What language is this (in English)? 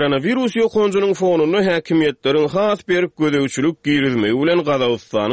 Turkmen